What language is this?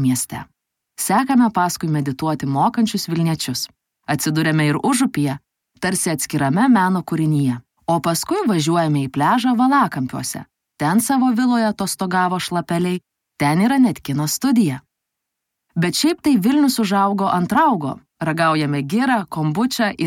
Lithuanian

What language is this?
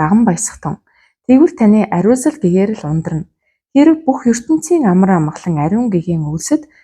Mongolian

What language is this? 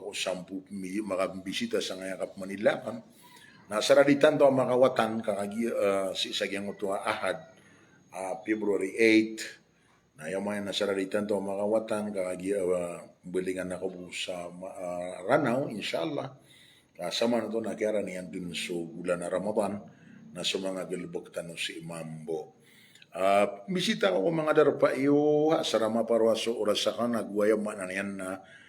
Maranao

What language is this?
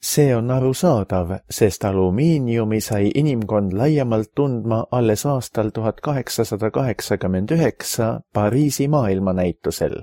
Estonian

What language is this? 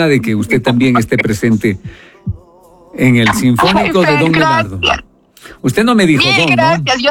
Spanish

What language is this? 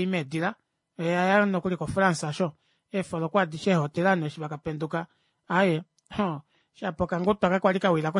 Kuanyama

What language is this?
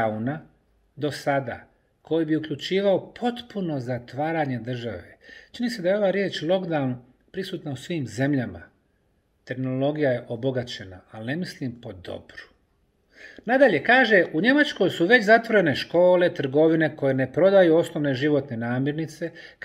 Bosnian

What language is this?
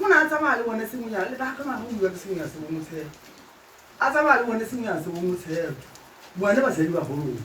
Tswana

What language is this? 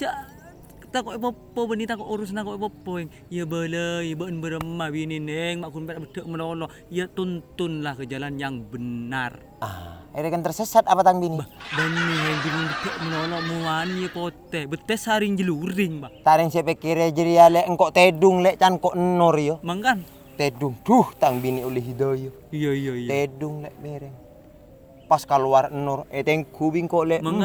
Madurese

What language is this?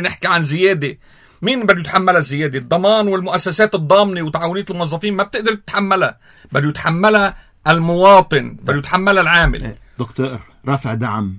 North Levantine Arabic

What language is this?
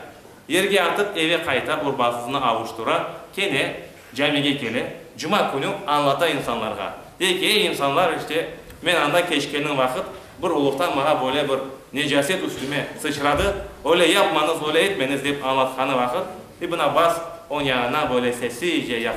Crimean Tatar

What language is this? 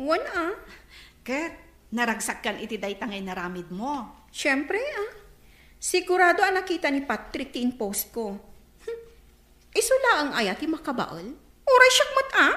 Iloko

